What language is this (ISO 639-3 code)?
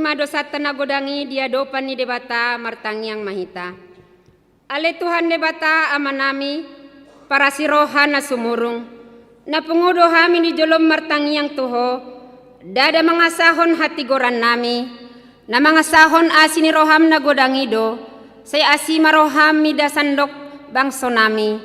bbc